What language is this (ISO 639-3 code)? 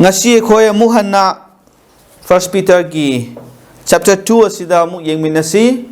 mni